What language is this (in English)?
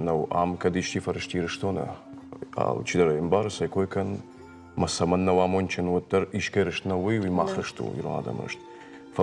Ossetic